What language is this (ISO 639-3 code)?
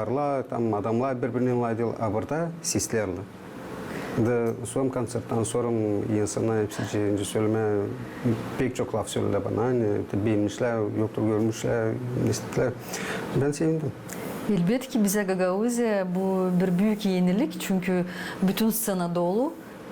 gag